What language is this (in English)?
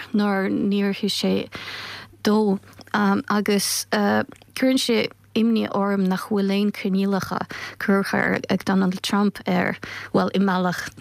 Irish